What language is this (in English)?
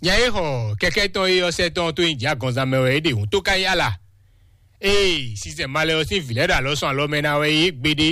Fon